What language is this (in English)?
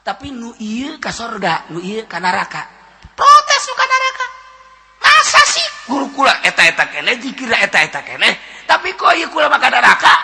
Sundanese